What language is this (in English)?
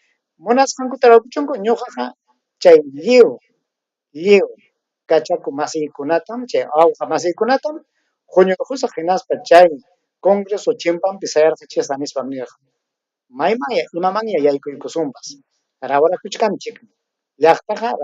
Ayacucho Quechua